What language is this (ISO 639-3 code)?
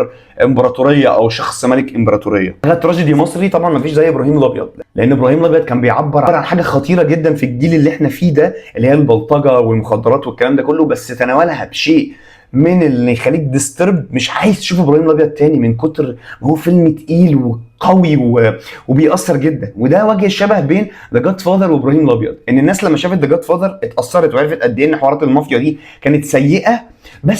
arz